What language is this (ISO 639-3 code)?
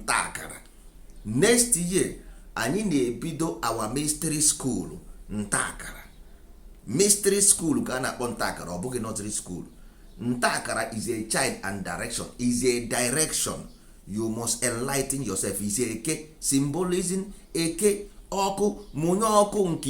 ibo